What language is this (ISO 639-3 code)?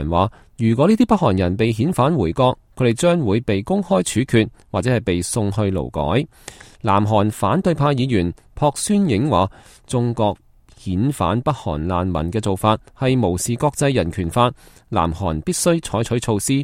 yue